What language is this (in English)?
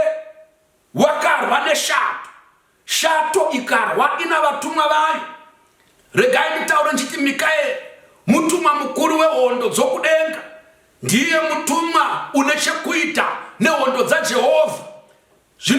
Shona